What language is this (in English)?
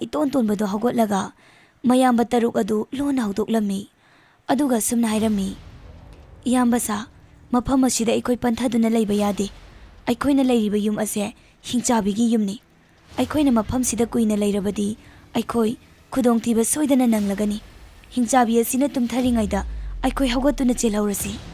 Manipuri